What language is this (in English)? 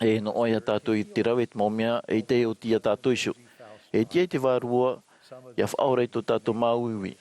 Tahitian